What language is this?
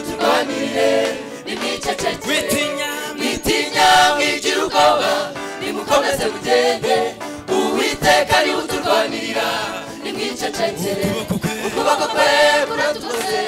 Kinyarwanda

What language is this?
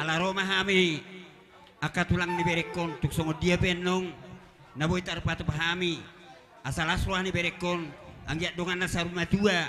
Batak Toba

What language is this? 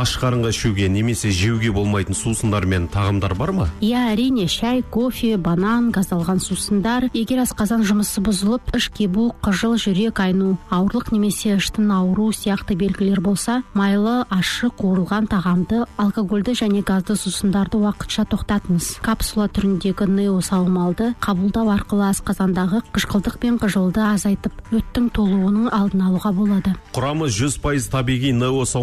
Kazakh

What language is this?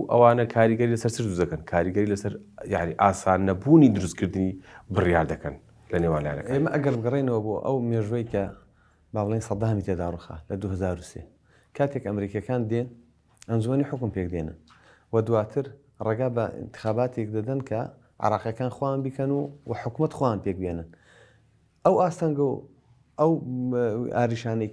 Central Kurdish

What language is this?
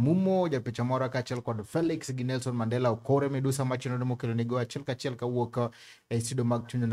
Luo (Kenya and Tanzania)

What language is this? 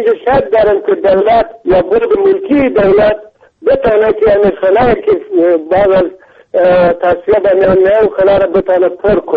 Persian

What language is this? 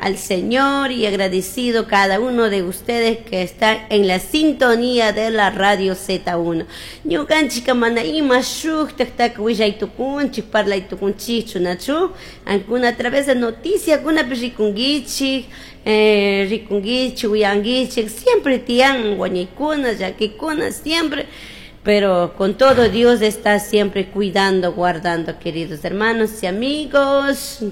Chimborazo Highland Quichua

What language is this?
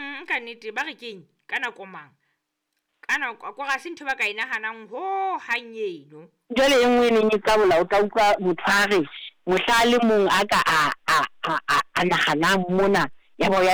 Southern Sotho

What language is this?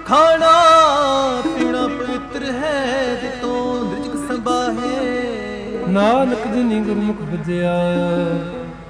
Punjabi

